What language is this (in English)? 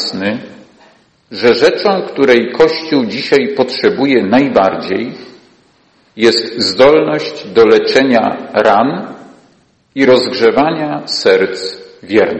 Polish